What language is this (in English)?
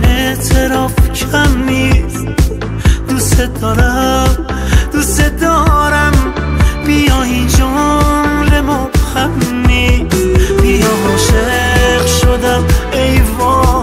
Persian